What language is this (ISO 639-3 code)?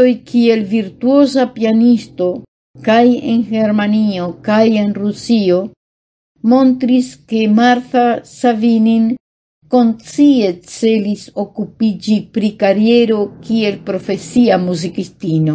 epo